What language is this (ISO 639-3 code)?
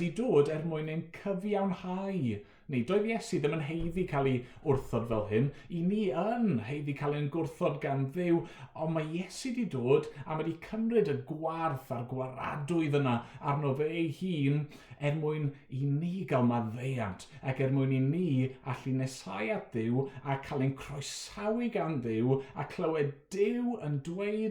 cym